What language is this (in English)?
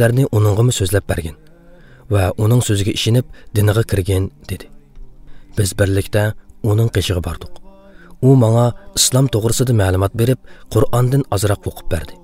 Uyghur